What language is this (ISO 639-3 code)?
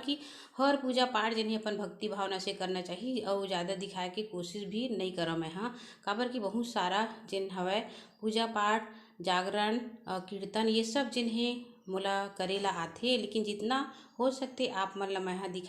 hne